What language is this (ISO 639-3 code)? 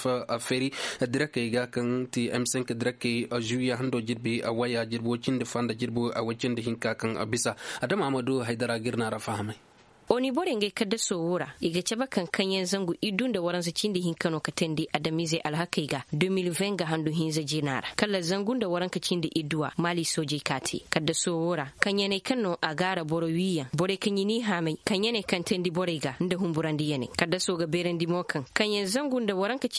dje